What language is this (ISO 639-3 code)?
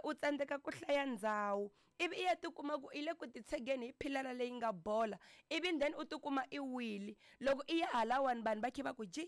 tso